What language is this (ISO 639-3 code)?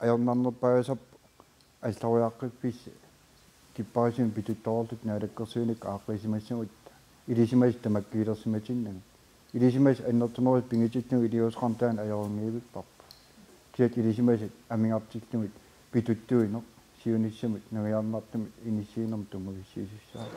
kal